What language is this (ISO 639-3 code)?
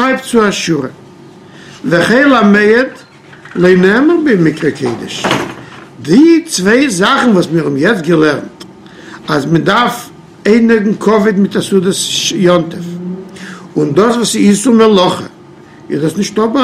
yid